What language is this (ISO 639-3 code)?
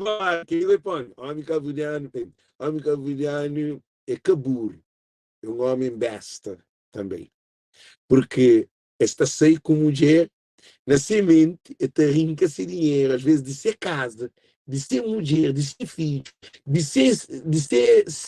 kea